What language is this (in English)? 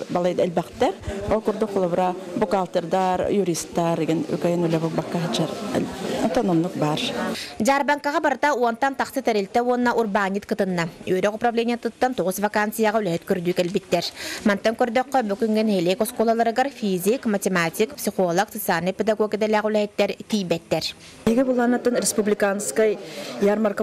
Yakut